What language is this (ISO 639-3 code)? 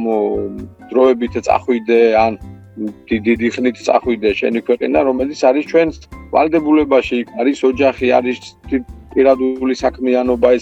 kat